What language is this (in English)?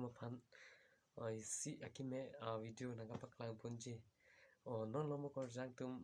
Karbi